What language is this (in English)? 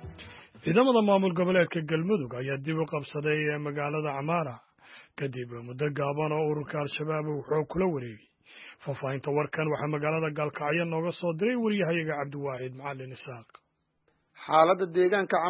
Somali